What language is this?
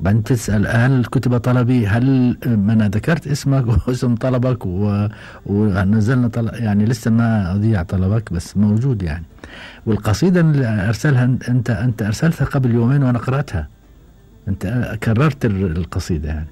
Gulf Arabic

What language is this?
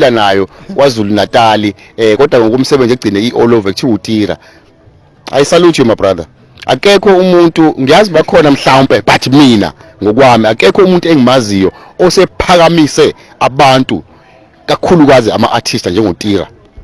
Zulu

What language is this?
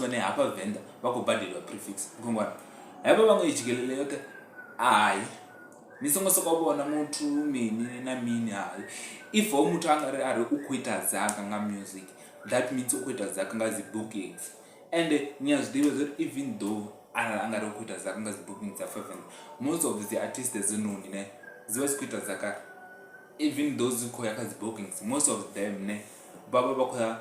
Venda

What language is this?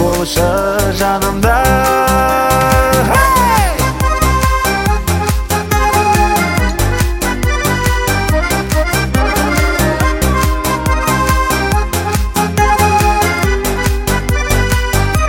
Kazakh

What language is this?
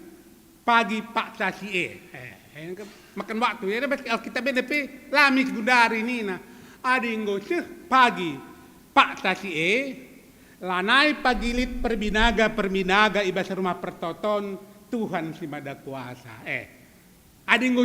Batak Karo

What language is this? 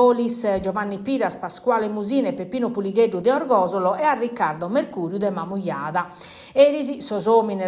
Sardinian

